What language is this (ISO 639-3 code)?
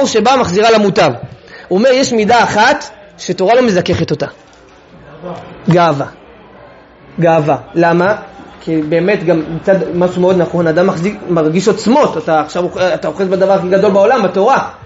heb